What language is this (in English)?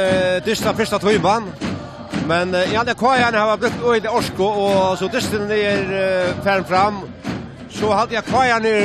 Faroese